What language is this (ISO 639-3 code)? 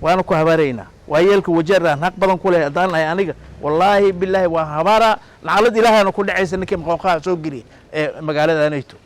som